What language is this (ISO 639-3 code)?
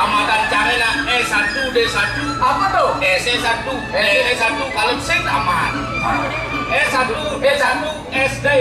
ban